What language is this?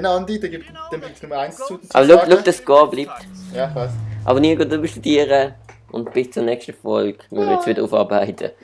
Swiss German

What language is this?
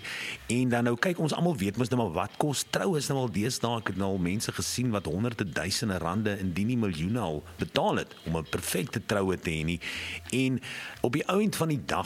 Afrikaans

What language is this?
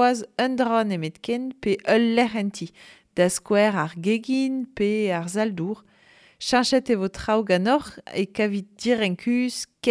Breton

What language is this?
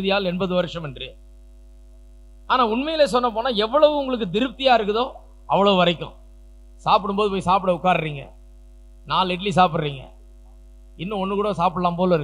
Tamil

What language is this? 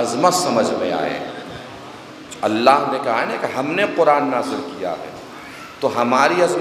Urdu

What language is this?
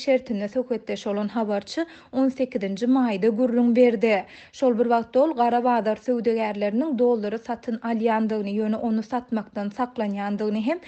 Turkmen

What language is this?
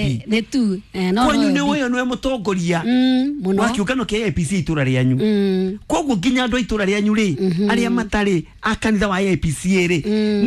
Kikuyu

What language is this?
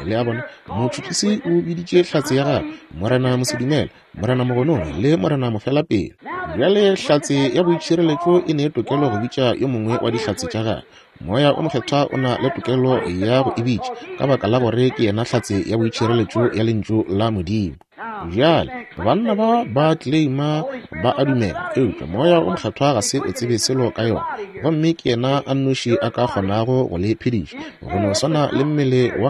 Northern Sotho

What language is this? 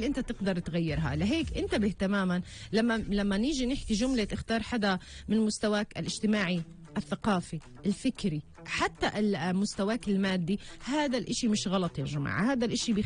North Levantine Arabic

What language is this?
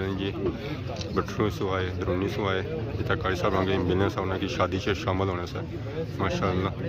Pahari-Potwari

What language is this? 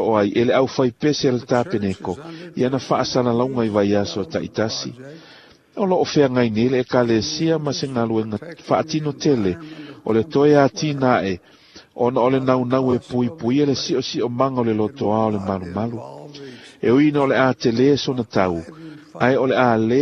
Samoan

